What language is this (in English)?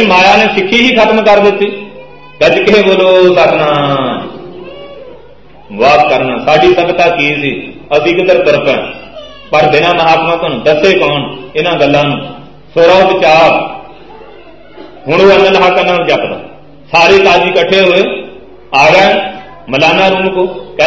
Punjabi